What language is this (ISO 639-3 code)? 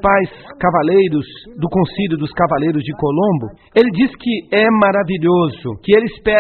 por